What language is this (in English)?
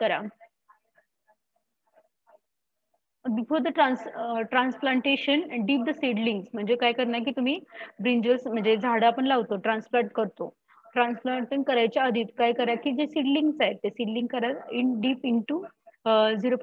Marathi